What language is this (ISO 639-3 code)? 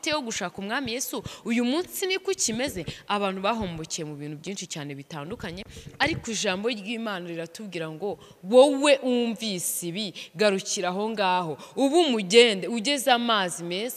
kin